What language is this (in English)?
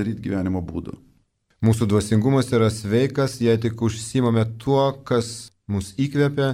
Lithuanian